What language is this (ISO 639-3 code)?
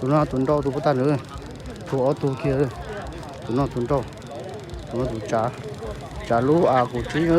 hmn